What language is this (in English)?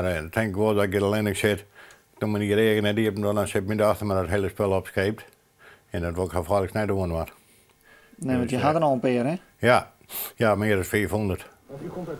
Western Frisian